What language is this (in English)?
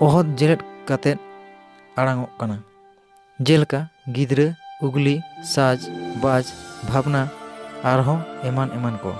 Santali